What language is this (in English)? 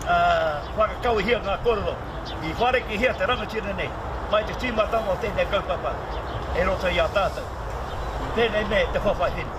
Māori